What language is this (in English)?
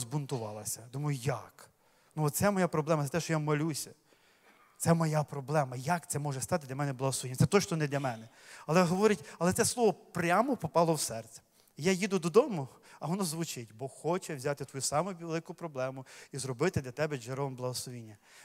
Ukrainian